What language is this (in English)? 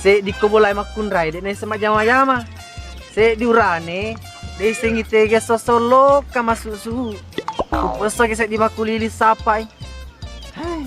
Buginese